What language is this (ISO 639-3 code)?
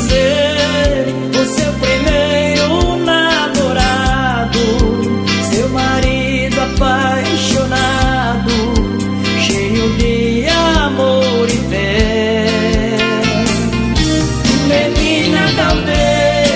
por